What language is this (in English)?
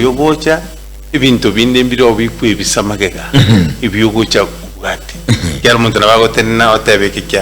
Gusii